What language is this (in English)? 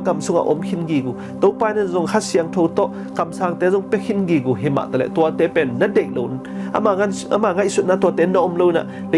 Tedim Chin